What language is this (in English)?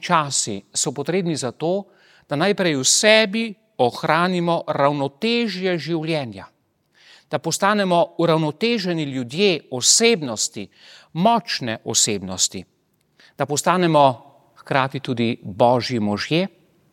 Slovenian